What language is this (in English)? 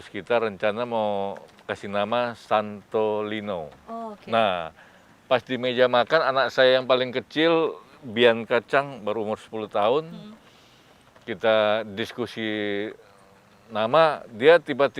Manado Malay